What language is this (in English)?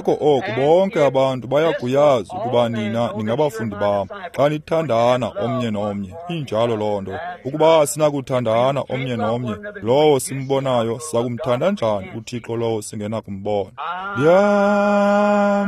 Xhosa